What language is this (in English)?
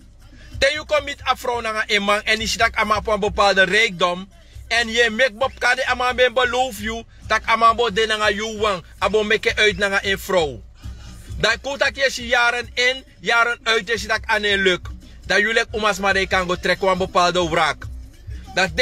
Sranan Tongo